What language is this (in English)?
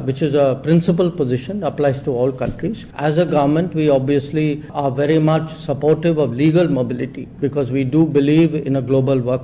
Sanskrit